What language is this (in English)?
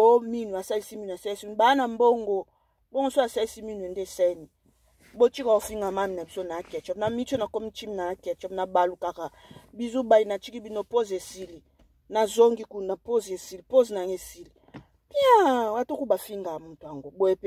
Lingala